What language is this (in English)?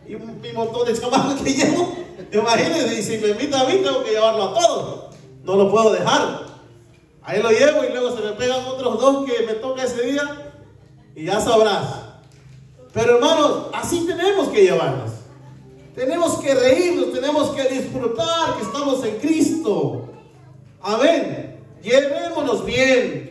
Spanish